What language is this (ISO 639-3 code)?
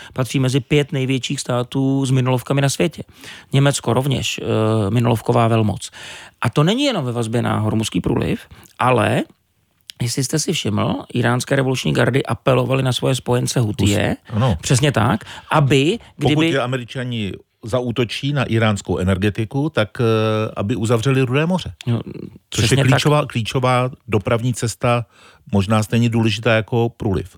ces